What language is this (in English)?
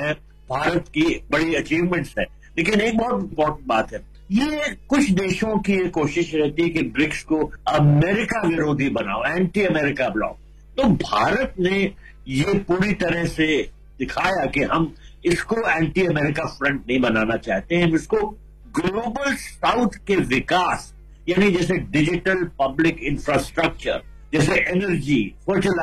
Hindi